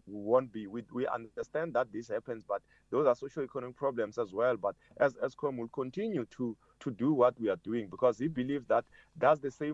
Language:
English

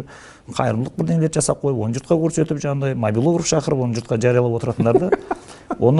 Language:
Kazakh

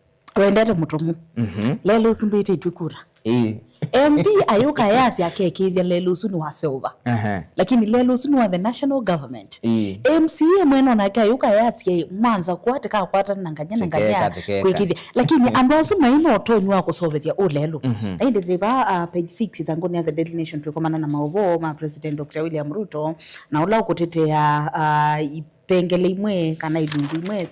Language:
Kamba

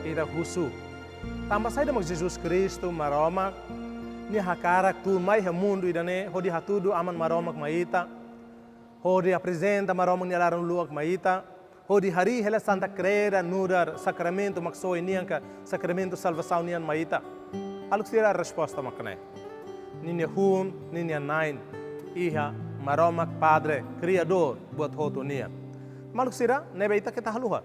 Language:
Tetum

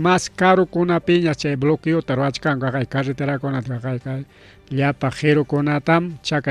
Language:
Ayacucho Quechua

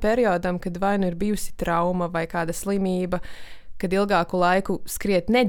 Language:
Latvian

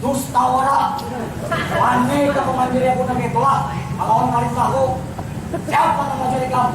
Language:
Banjar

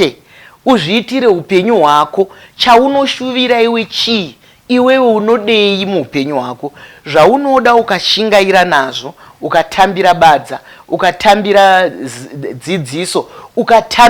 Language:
Shona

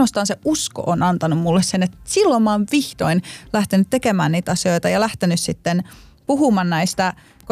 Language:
Finnish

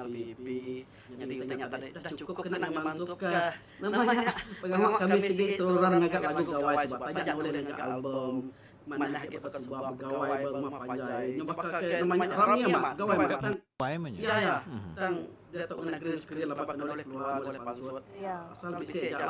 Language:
Iban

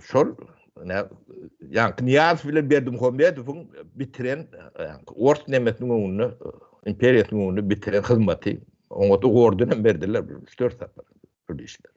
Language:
Turkmen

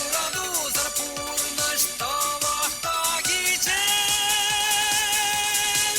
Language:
Chuvash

